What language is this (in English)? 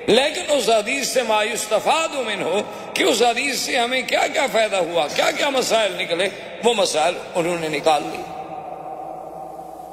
Urdu